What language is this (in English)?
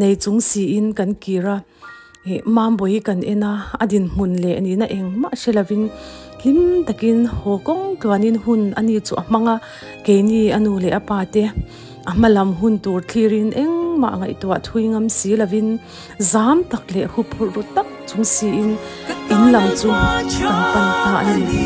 Mizo